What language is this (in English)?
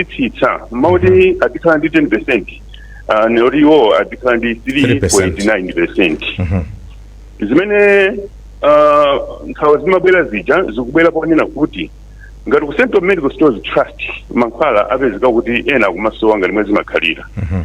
Nyanja